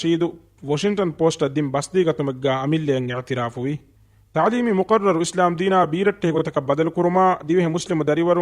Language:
Divehi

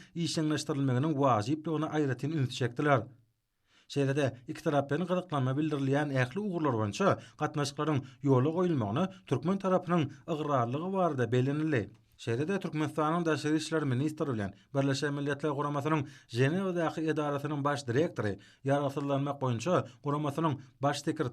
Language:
Turkmen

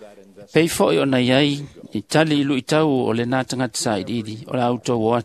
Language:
Samoan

